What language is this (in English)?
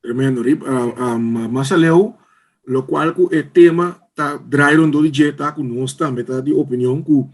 Papiamento